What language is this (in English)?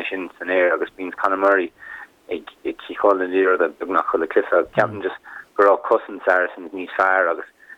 Irish